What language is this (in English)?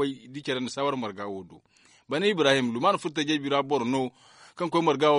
Zarma